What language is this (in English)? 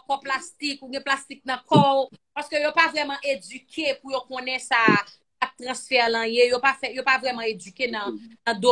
Haitian Creole